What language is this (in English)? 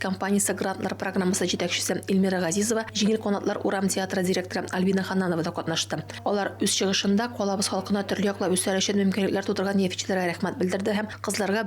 Tatar